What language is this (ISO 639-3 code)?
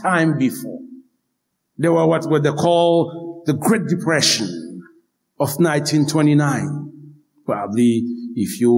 hat